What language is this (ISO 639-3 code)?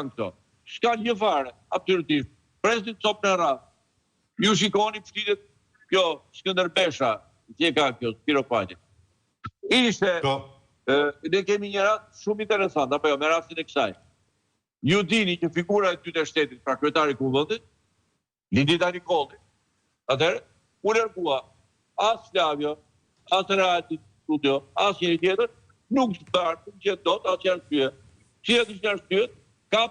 sqi